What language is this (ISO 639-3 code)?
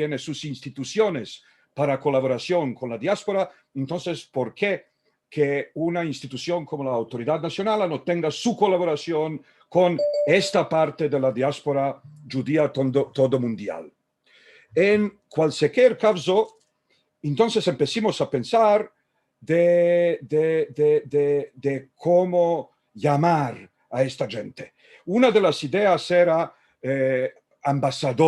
lad